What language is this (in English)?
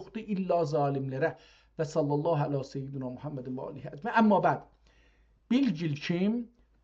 South Azerbaijani